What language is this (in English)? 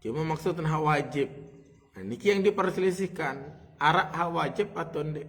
Sasak